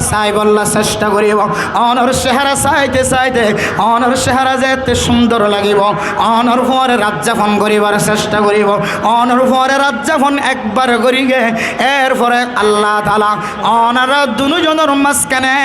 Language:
Rohingya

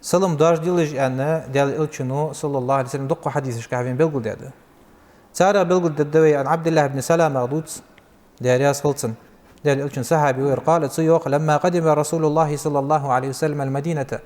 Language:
Ingush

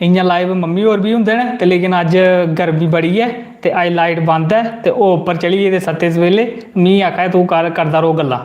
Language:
Dogri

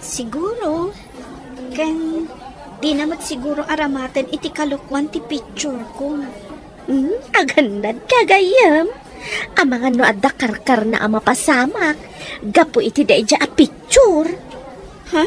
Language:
Iloko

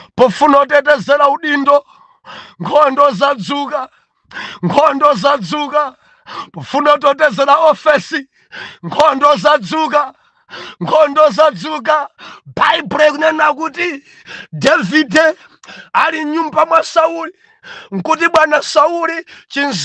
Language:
Nyanja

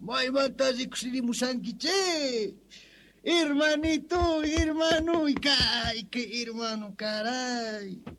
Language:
South Bolivian Quechua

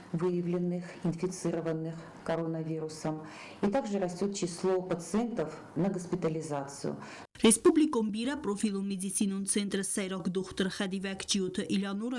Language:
Ossetic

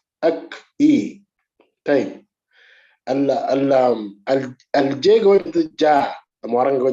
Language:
Moro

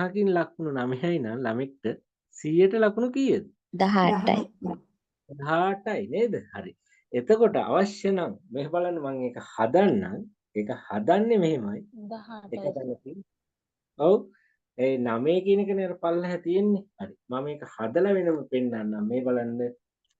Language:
Sinhala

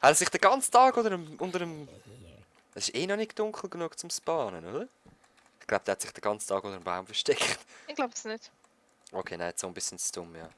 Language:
Swiss German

